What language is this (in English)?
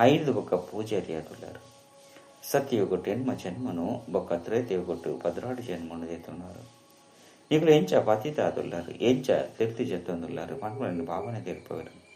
Tulu